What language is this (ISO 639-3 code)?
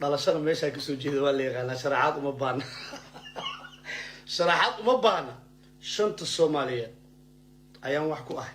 som